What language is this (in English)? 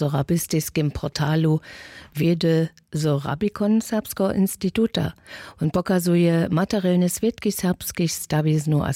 Upper Sorbian